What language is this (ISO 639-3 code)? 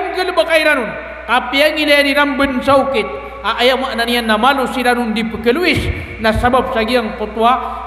mrw